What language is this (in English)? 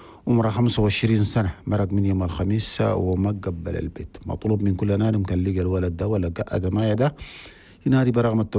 Chadian Arabic